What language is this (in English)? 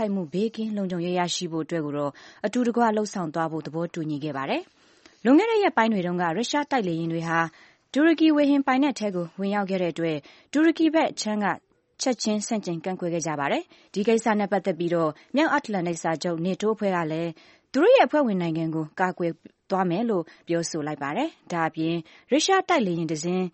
Burmese